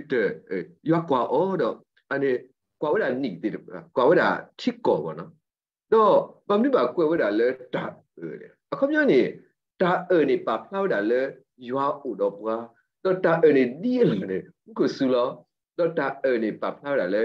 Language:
S'gaw Karen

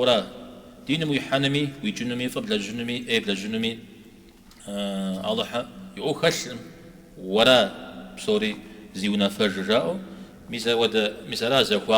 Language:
Kabardian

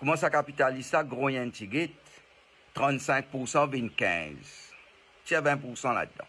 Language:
Morisyen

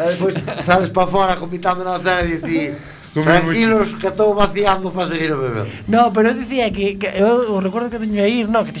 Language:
Galician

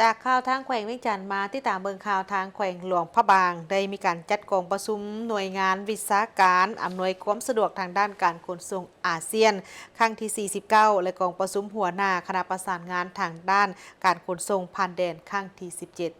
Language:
Lao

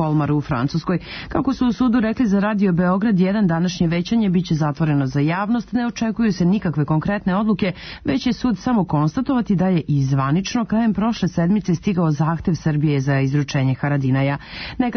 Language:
Serbian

